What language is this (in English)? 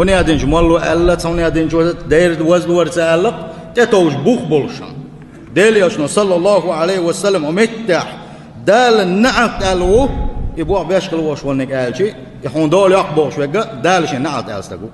Chechen